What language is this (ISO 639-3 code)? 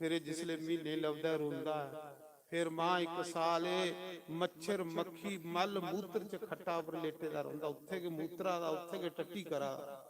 doi